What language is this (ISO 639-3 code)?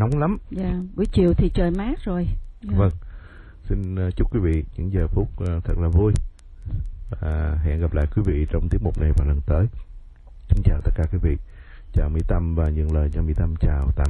vie